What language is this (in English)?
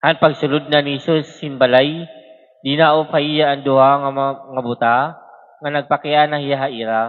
Waray